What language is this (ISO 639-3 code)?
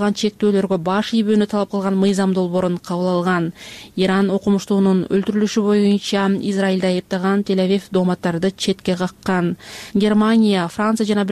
kir